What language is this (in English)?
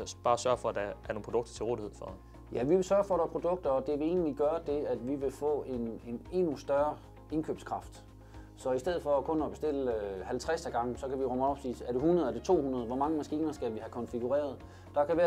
Danish